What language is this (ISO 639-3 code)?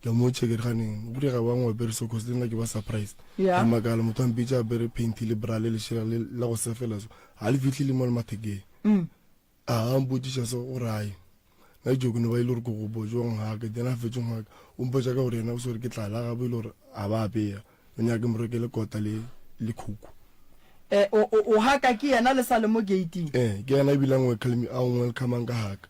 nso